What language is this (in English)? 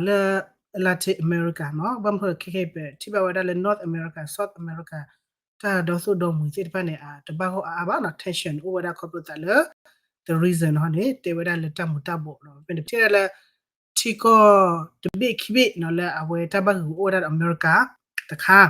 S'gaw Karen